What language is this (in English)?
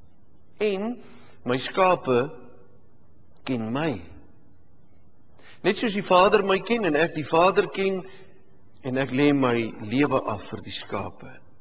Afrikaans